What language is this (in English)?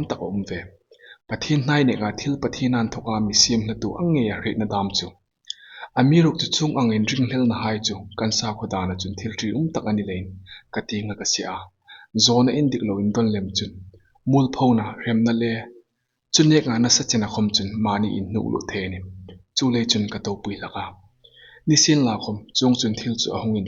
Hmar